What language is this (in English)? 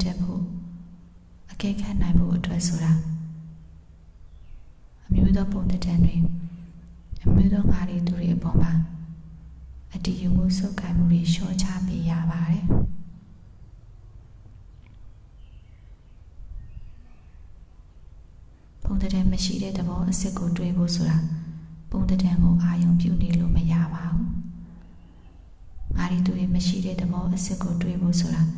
Burmese